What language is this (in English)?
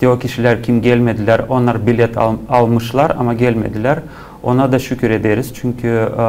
Gagauz